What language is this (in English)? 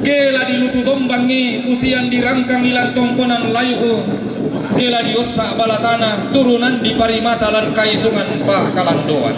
Toraja-Sa'dan